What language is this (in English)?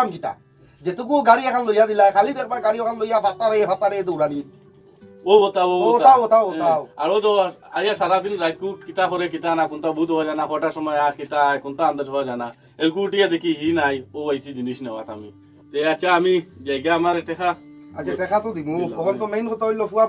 Sylheti